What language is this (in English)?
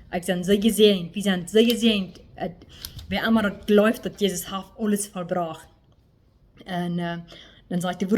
Plautdietsch